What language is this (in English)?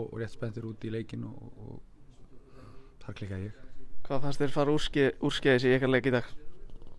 Icelandic